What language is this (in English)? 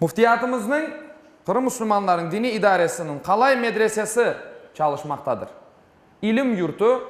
Crimean Tatar